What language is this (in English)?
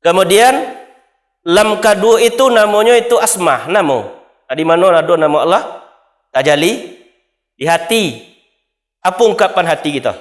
Minangkabau